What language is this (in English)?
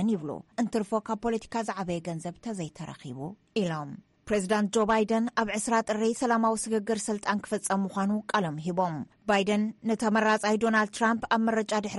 Tigrinya